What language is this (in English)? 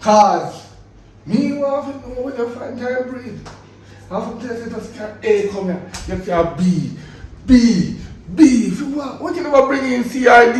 Jamaican Creole English